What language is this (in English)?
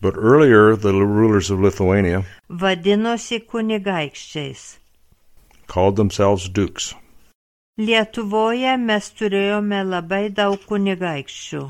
Lithuanian